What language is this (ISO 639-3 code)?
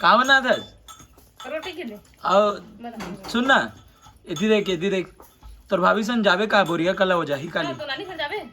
hne